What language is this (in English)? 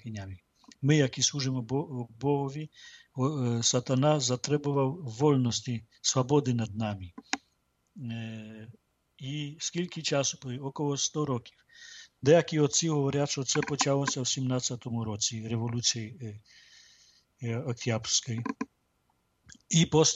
Ukrainian